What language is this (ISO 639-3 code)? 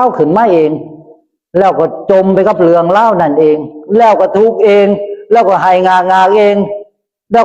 tts